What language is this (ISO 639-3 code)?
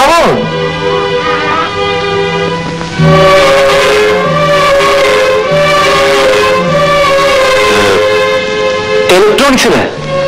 mal